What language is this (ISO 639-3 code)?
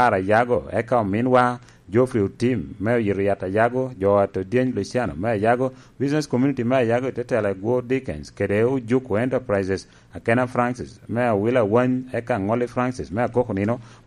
laj